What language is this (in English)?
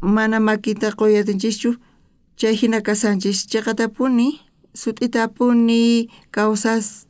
South Bolivian Quechua